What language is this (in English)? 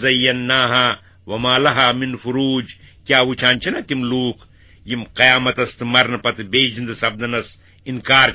Kashmiri